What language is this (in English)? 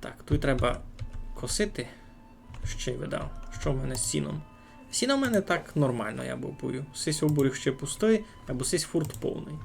Rusyn